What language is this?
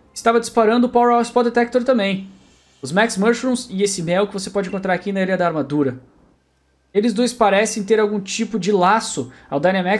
Portuguese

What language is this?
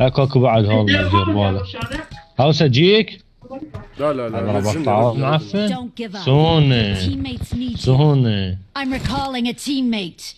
Mesopotamian Arabic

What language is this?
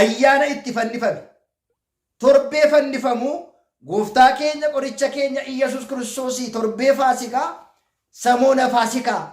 Oromo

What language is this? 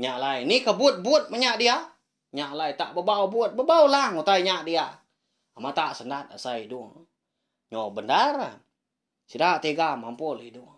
Iban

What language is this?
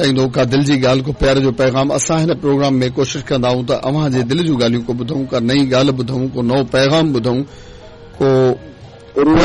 Sindhi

